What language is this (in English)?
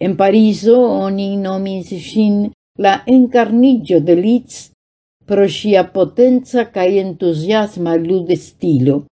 Esperanto